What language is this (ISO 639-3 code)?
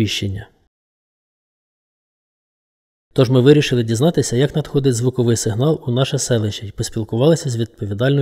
ukr